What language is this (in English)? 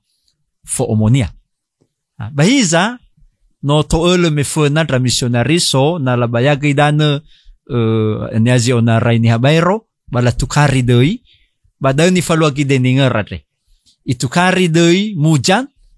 Nias